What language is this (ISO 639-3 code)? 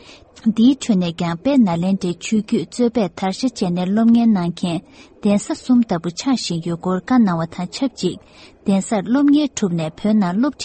bod